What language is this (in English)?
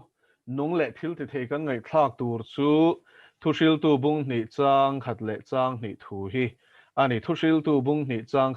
Mizo